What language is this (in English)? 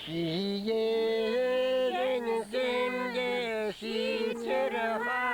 Chuvash